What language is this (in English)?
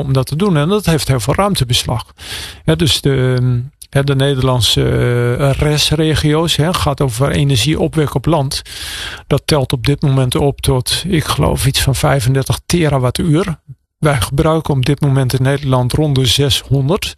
Dutch